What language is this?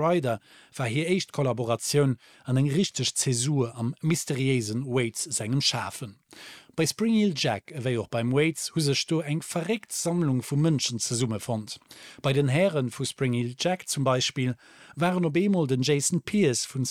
Luxembourgish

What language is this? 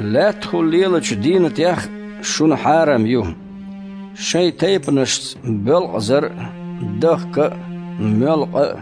Chechen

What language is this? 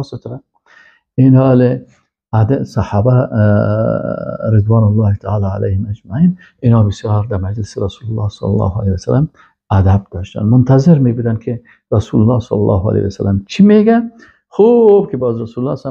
Persian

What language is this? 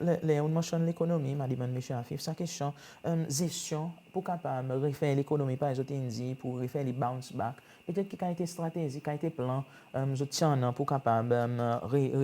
Seselwa Creole French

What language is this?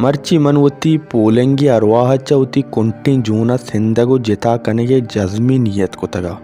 Baluchi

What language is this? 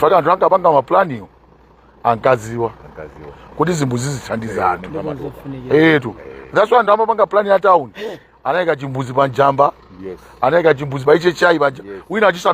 Nyanja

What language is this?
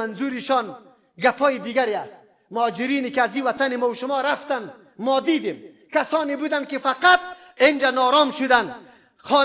Persian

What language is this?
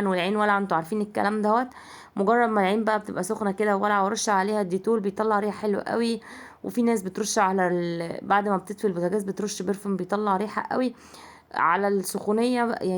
Egyptian Arabic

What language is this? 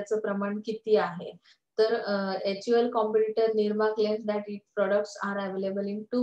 Marathi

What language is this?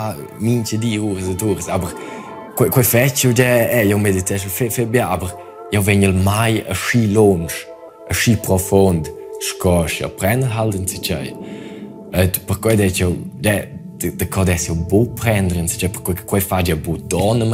Romansh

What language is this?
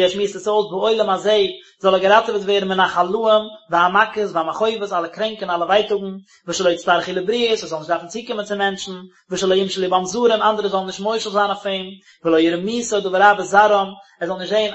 Yiddish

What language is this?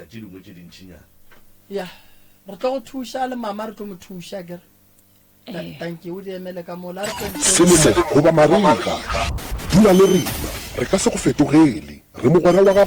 Northern Sotho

